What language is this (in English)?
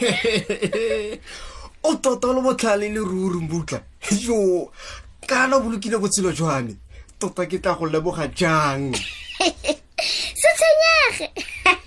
Tswana